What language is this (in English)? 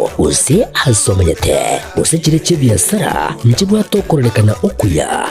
Gusii